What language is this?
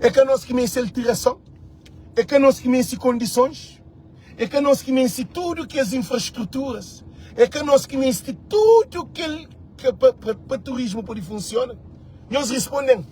Kabuverdianu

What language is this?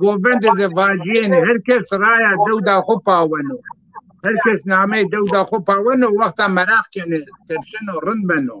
Zaza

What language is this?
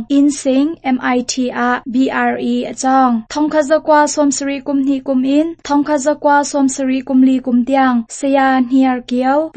Hakha Chin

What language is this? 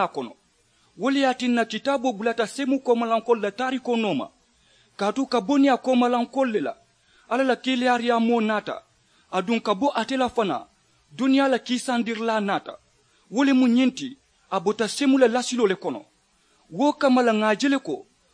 Mandingo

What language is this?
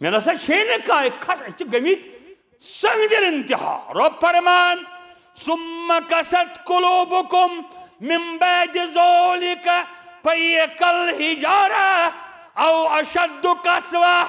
Kashmiri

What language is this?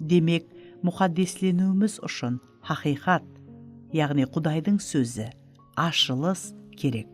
Kara-Kalpak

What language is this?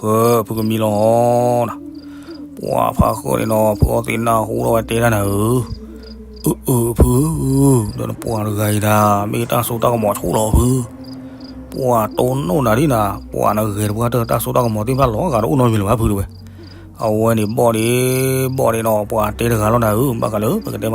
S'gaw Karen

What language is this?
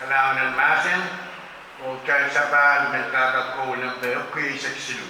Pohnpeian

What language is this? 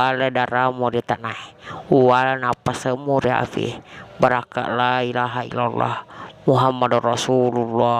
Buginese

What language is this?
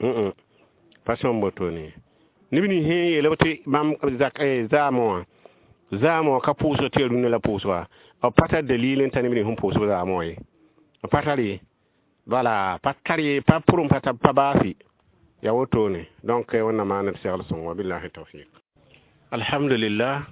Mossi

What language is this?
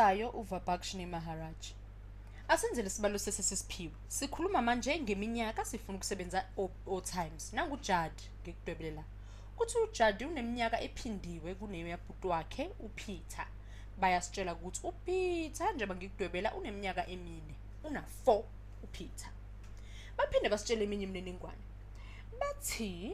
Zulu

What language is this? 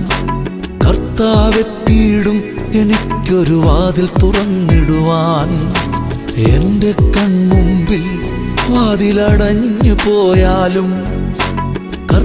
Malayalam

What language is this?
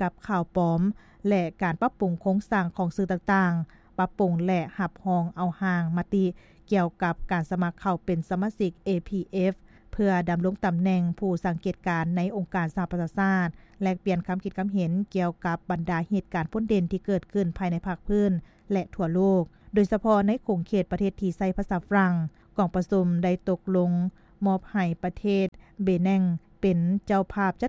Lao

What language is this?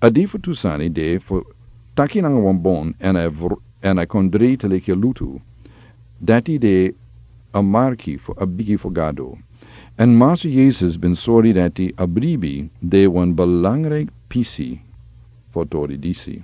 Sranan Tongo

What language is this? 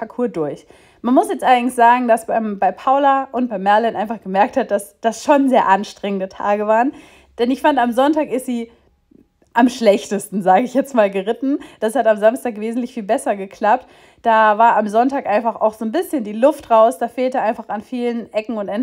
German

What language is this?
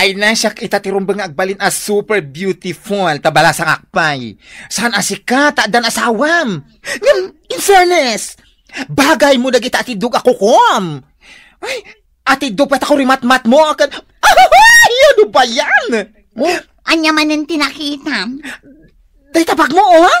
Iloko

